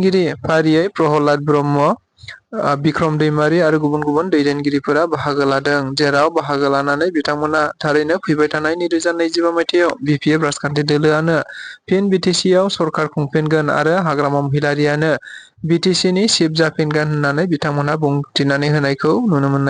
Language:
Bodo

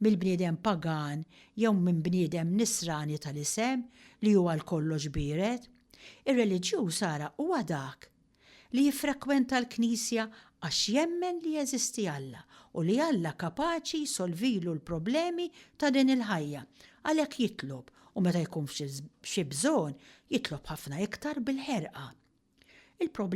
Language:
Maltese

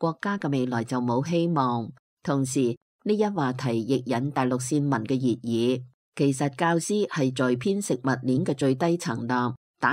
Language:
Cantonese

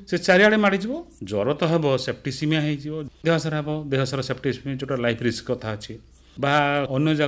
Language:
Odia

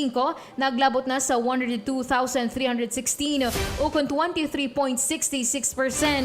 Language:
Hiligaynon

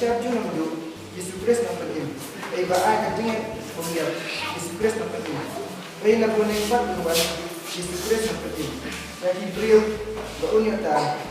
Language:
Khasi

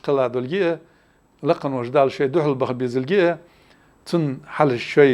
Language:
Ingush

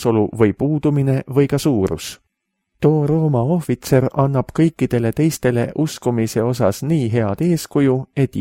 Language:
Estonian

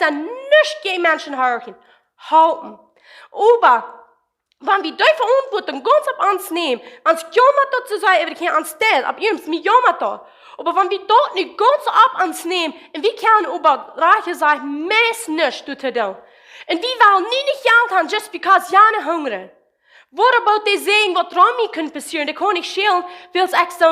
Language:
Plautdietsch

